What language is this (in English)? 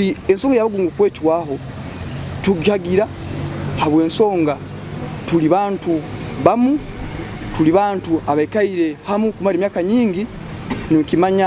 Nyoro